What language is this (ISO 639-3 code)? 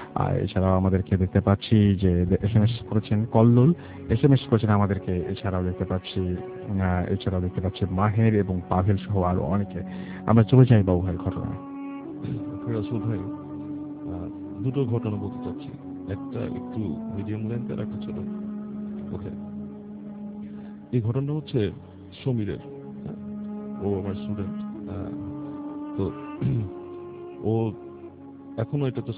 ben